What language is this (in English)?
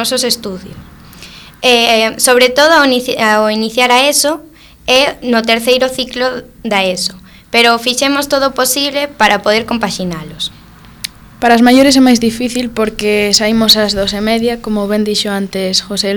Galician